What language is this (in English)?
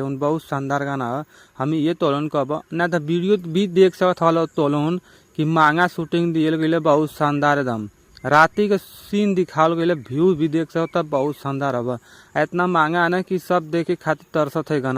Bhojpuri